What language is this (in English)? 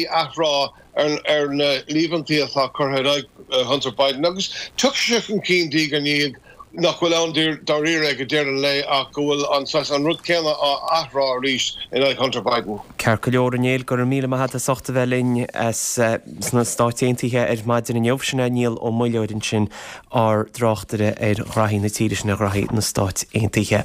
Irish